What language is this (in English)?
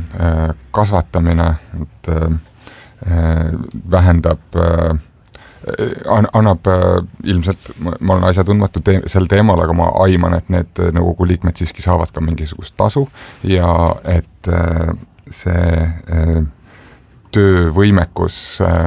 Estonian